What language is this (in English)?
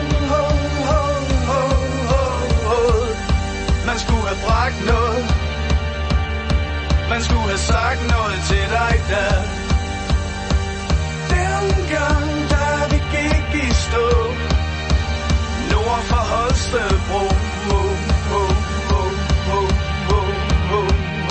Danish